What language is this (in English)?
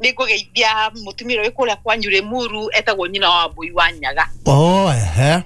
Kikuyu